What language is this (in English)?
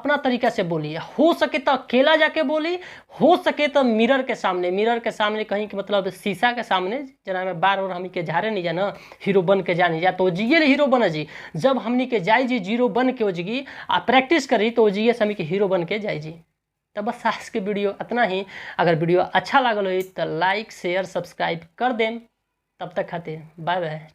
Bhojpuri